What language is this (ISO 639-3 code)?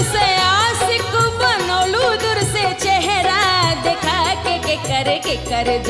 bho